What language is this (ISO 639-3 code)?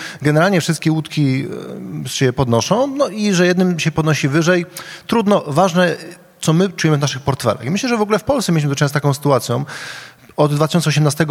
pol